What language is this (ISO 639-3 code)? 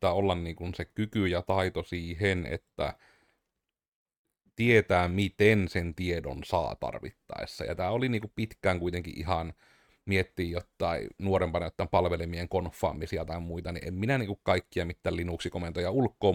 fin